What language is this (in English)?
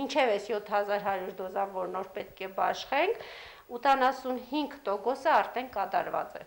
Armenian